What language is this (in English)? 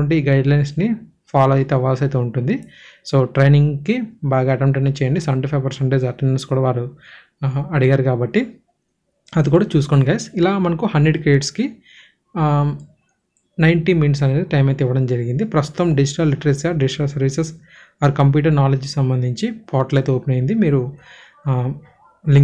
Telugu